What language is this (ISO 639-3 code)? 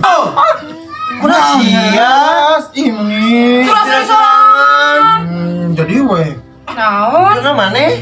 sun